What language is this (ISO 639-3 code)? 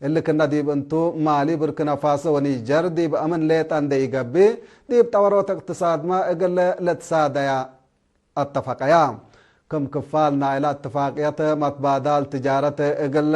tig